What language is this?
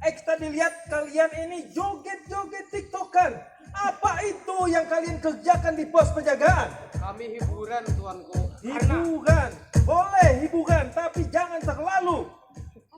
Banjar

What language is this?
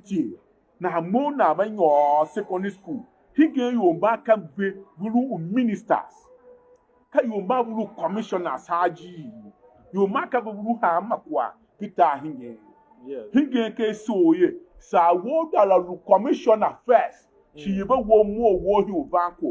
Tiv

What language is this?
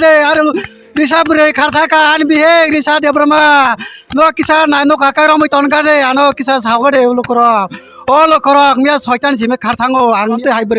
Kok Borok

